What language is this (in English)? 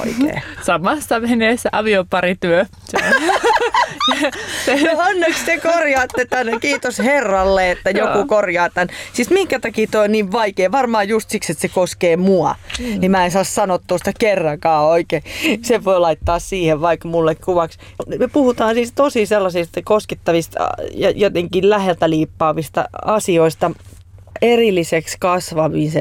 Finnish